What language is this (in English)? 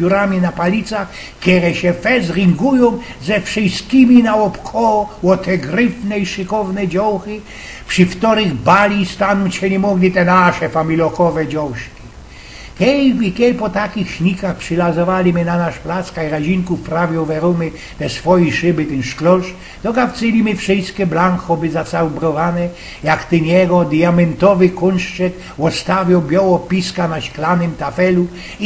Silesian